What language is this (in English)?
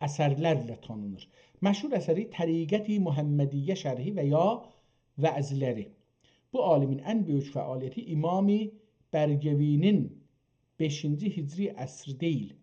South Azerbaijani